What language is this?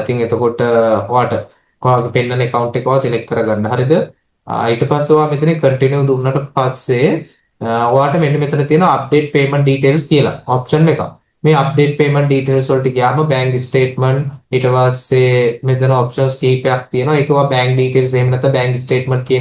Sinhala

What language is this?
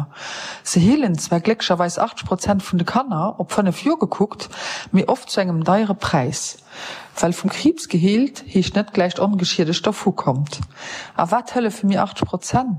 Luxembourgish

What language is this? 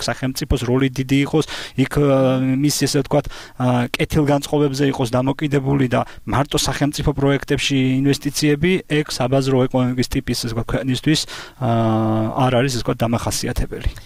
Georgian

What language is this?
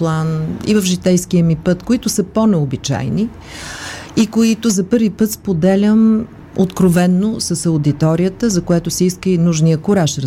Bulgarian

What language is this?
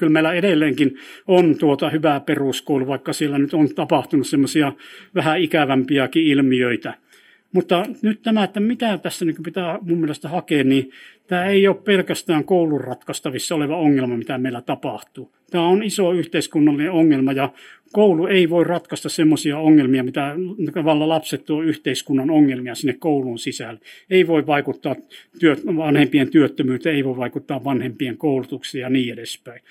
Finnish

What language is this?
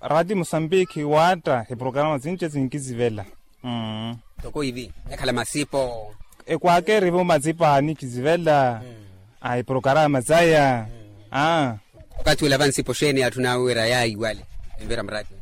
Makhuwa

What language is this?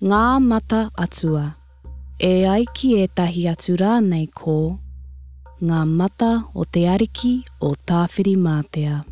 Māori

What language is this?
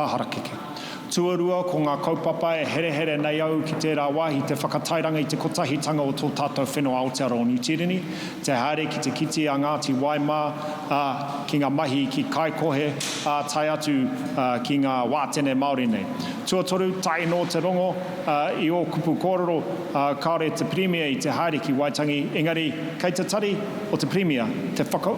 Māori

